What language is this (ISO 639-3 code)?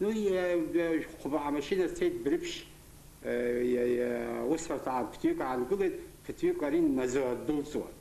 abk